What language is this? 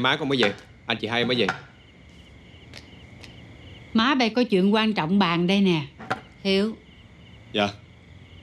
Vietnamese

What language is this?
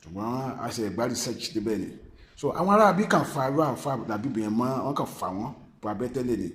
Yoruba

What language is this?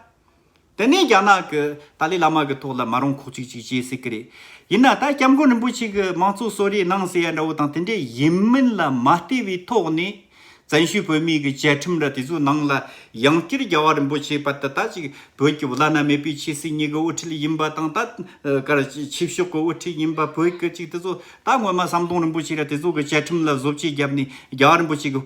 Tibetan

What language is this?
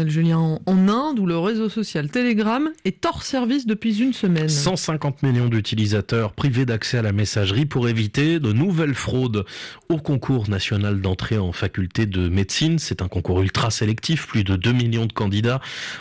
French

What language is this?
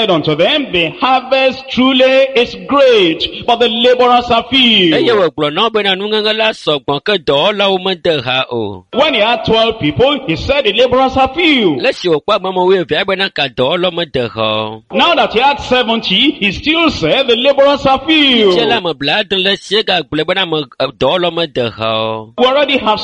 Ewe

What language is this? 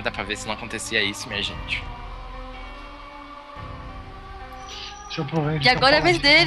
Portuguese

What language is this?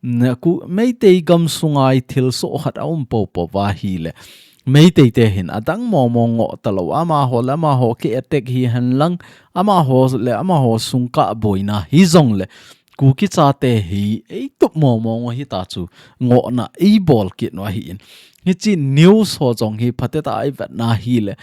Thado Chin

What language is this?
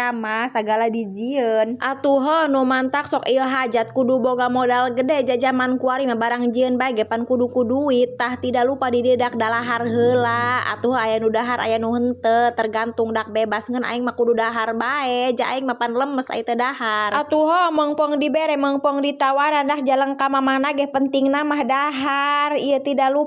Sundanese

